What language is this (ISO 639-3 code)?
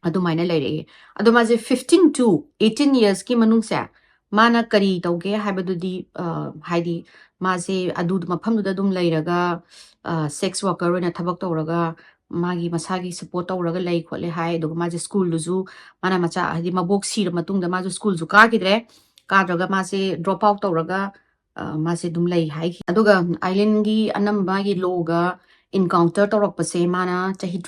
mni